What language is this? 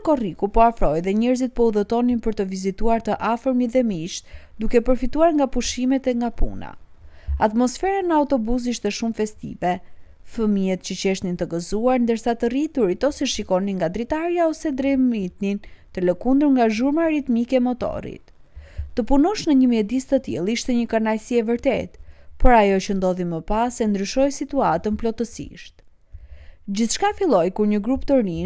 Albanian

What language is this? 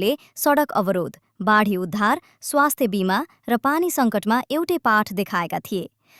Nepali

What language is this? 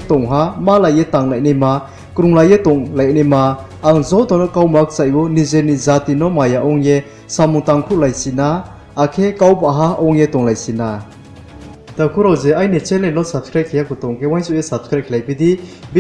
Riang (India)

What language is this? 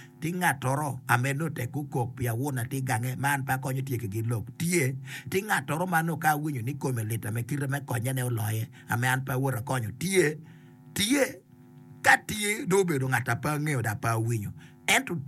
Acoli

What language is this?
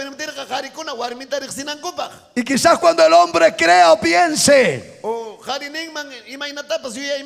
Ayacucho Quechua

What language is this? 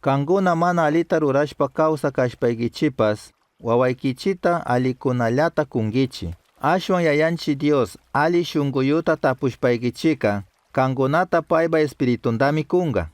Chimborazo Highland Quichua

